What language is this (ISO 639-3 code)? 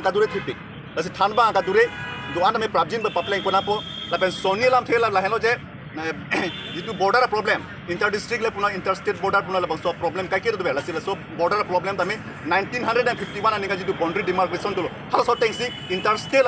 mjw